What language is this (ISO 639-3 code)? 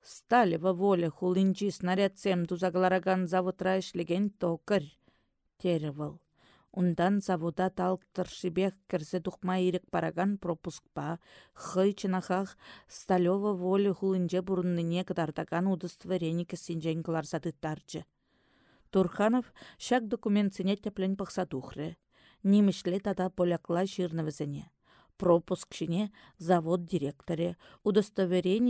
chv